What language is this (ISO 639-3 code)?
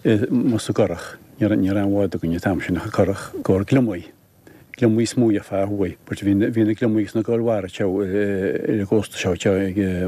gle